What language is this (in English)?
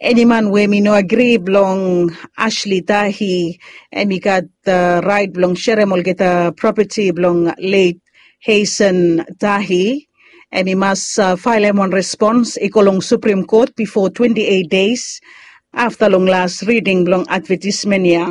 Bislama